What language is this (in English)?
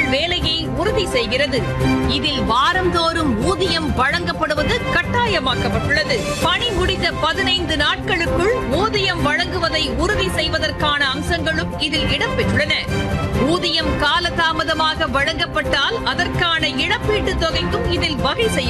Tamil